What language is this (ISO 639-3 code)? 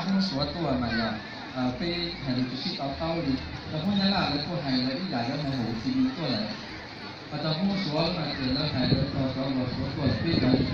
hmn